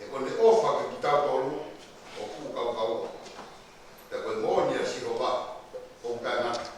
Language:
Tongan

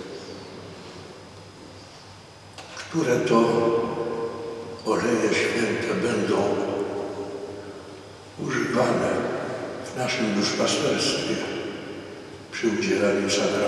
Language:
Polish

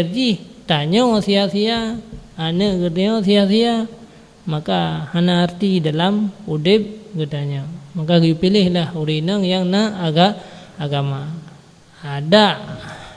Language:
Achinese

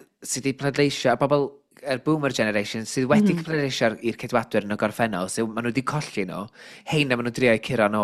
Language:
Welsh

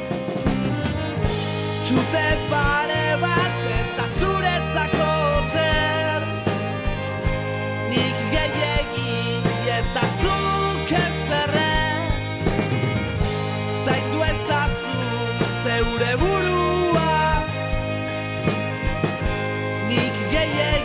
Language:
Basque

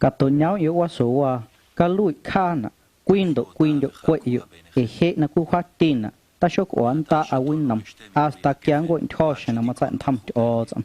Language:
Guerrero Amuzgo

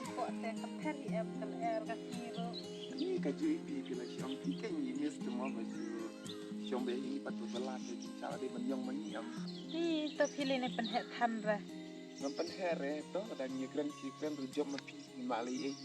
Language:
Khasi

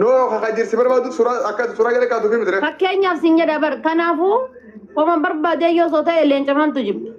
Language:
Oromo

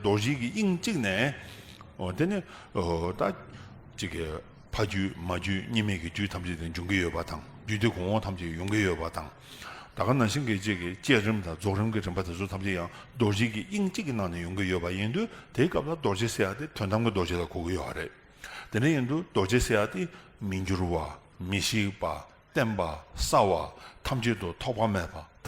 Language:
Tibetan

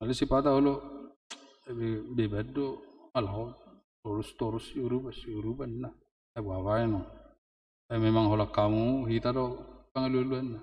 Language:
Batak Toba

